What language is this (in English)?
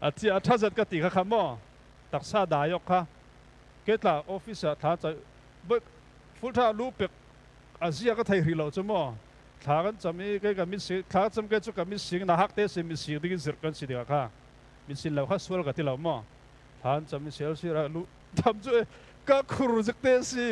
Falam Chin